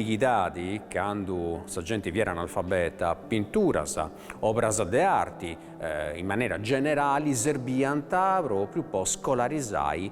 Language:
Sardinian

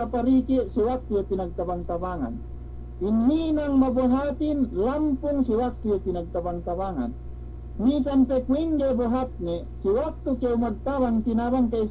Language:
Yakan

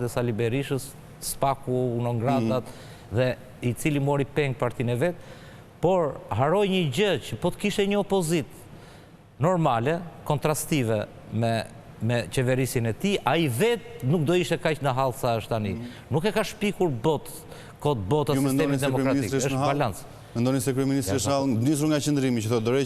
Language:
Albanian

